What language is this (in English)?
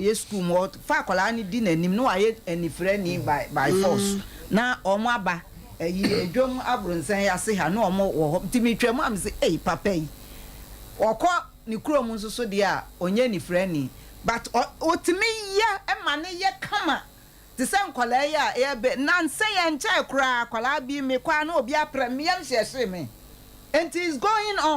Akan